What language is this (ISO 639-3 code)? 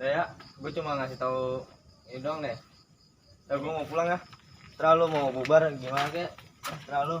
bew